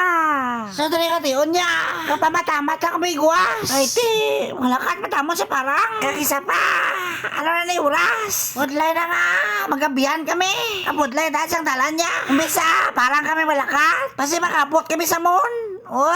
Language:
Hiligaynon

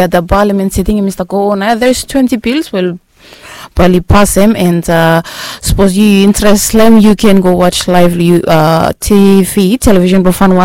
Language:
Bislama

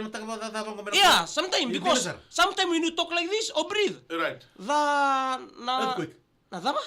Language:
Fijian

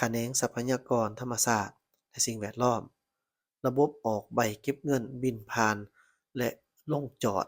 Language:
Lao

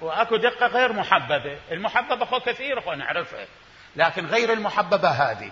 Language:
Mesopotamian Arabic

